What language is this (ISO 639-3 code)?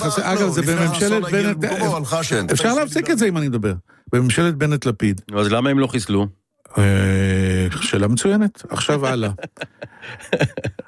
heb